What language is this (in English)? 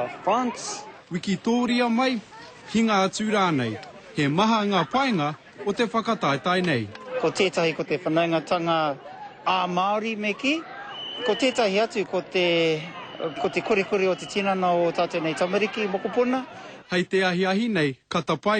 Māori